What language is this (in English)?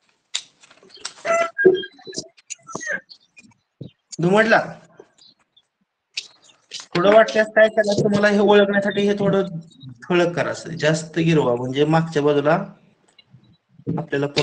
Marathi